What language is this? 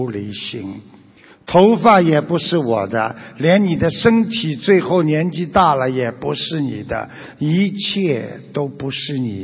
Chinese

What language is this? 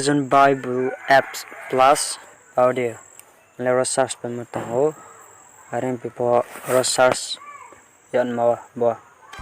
Riang (India)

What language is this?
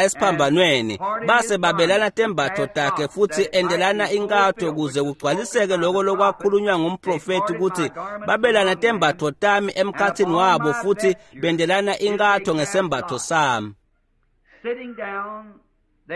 Swati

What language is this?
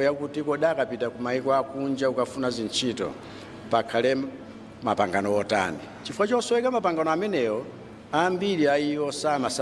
Nyanja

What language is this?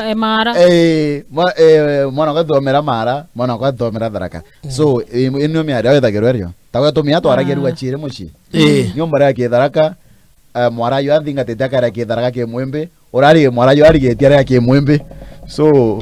Meru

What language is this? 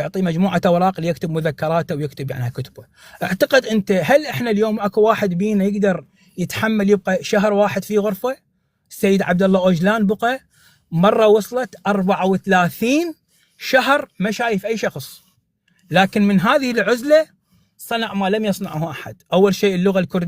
North Levantine Arabic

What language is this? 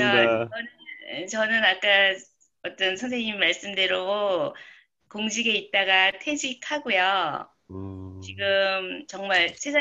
Korean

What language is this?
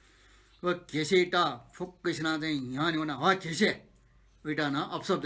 Newari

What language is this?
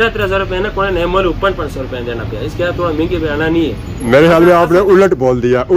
Pahari-Potwari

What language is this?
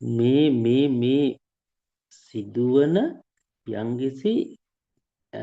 Sinhala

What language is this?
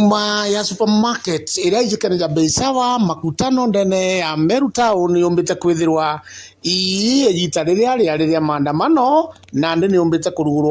Meru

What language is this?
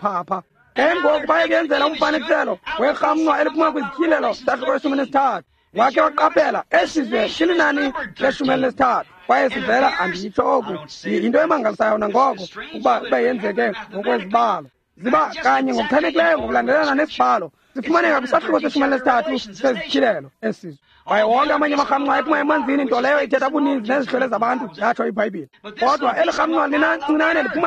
Xhosa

